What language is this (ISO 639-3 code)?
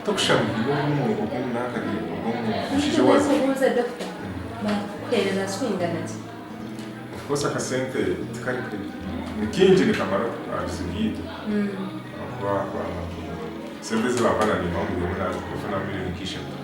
nyn